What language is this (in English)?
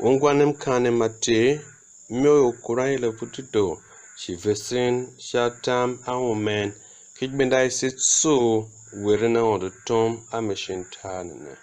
Tiv